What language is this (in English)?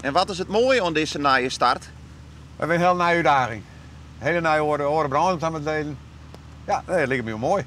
Western Frisian